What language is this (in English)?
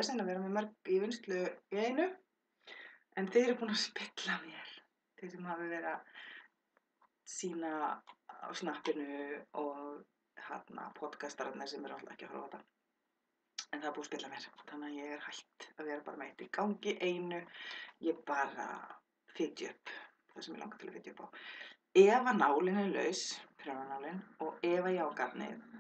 Icelandic